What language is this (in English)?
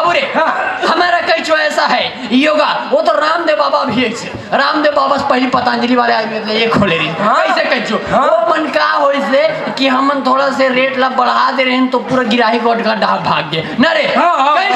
Chhattisgarhi